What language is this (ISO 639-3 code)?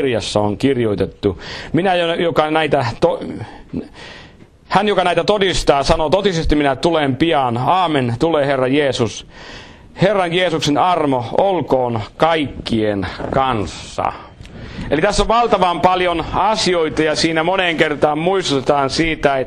fin